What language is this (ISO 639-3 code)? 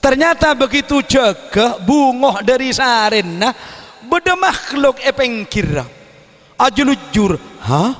mad